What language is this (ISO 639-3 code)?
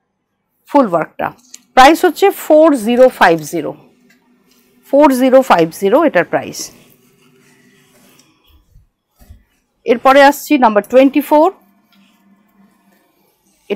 ben